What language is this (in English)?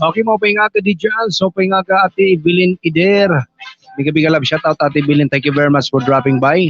Waray